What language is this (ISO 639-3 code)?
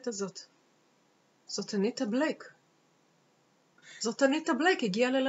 heb